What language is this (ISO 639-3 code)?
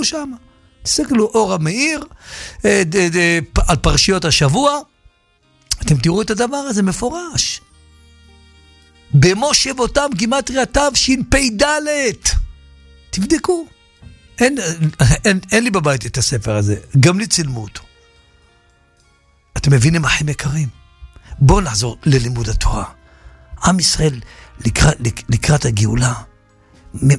heb